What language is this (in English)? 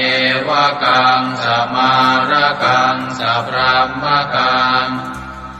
Pali